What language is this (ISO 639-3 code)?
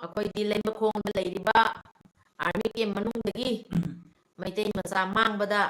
mni